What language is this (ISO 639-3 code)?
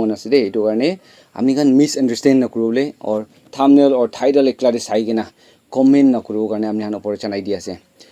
nag